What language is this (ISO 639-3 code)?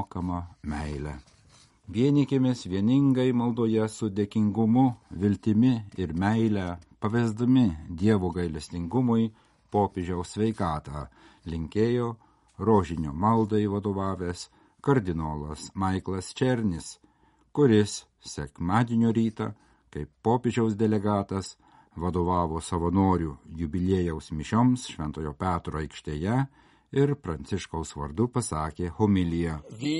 lit